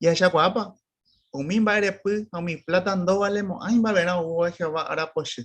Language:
Guarani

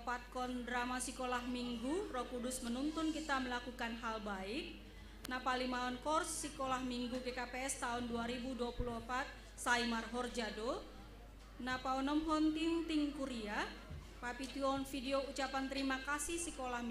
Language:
Batak Simalungun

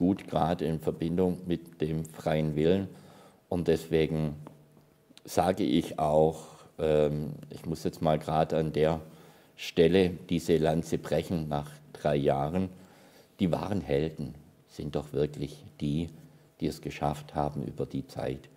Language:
German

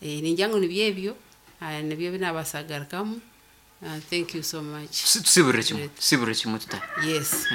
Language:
Nyankole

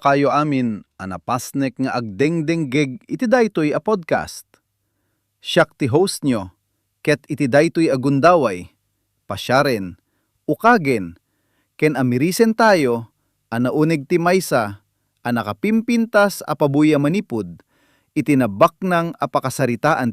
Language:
Iloko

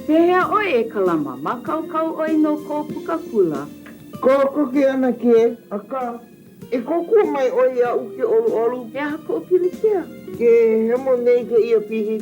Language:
Hawaiian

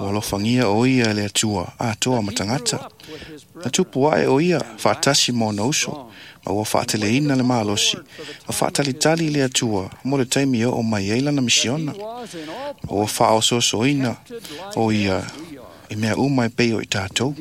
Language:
Samoan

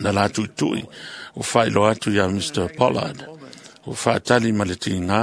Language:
Samoan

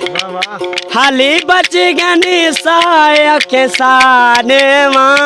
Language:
Saraiki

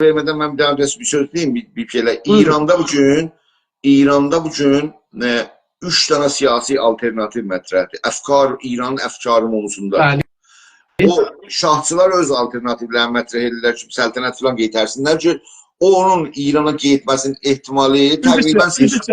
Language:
South Azerbaijani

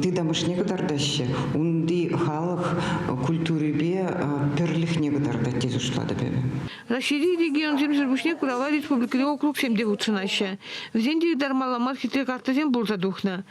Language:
Chuvash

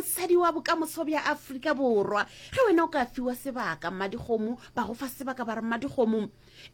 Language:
Northern Sotho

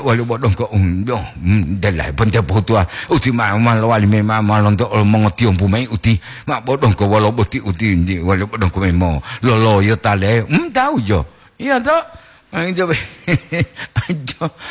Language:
Gorontalo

